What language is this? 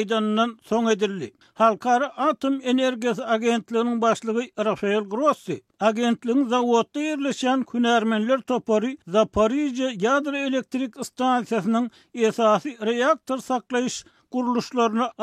Turkmen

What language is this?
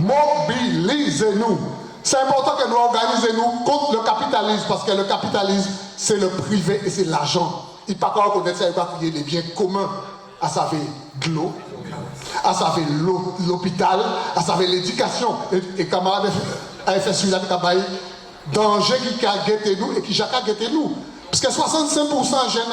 Guadeloupean Creole French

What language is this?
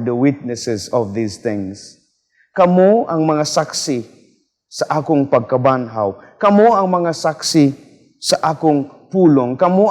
Cebuano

